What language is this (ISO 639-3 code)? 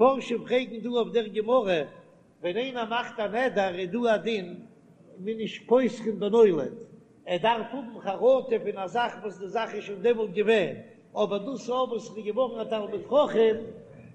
yid